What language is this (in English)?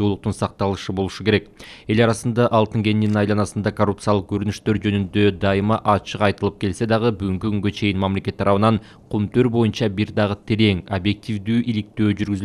Kyrgyz